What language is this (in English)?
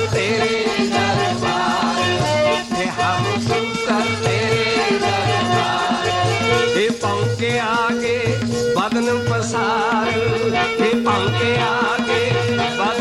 Punjabi